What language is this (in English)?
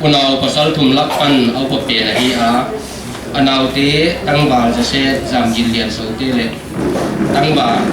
Paite Chin